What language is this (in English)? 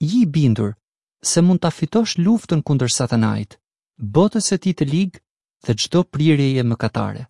Albanian